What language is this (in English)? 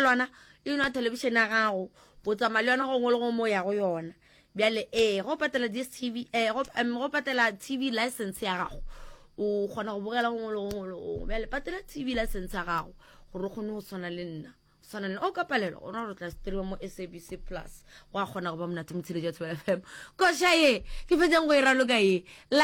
Northern Sotho